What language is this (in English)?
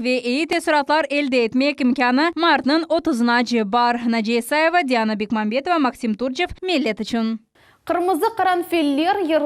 Crimean Tatar